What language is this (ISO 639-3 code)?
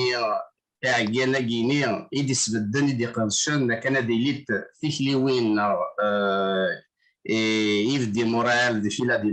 kab